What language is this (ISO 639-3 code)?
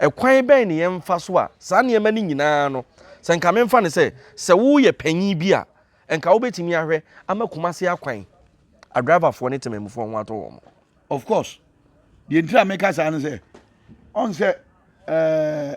aka